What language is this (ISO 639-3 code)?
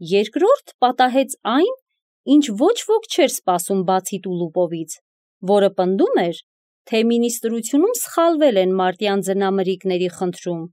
hye